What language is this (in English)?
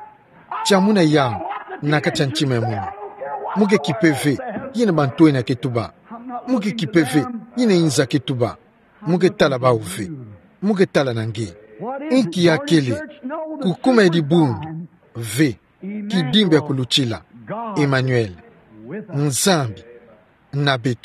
Kituba (Democratic Republic of Congo)